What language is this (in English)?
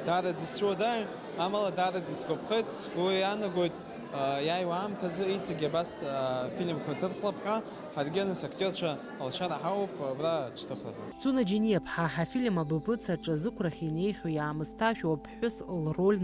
Abkhazian